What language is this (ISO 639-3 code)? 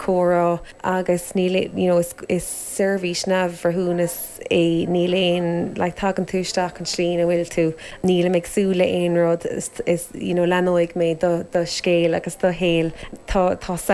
gle